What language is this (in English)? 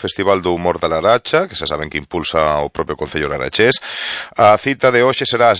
Galician